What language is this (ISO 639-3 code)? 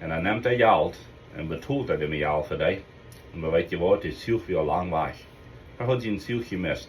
pdt